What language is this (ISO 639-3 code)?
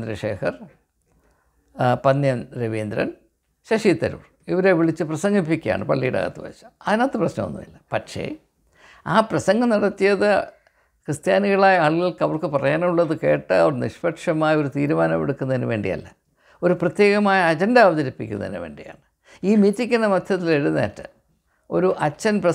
mal